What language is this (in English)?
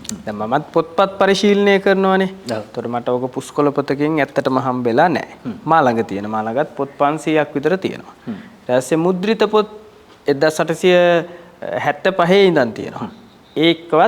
Sinhala